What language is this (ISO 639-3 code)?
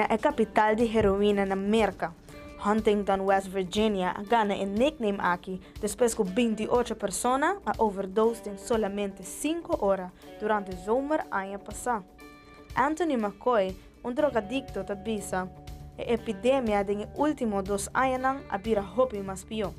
pap